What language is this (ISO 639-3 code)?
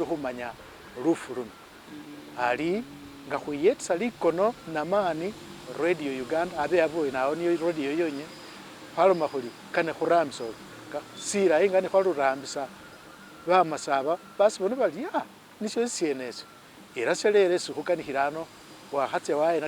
myx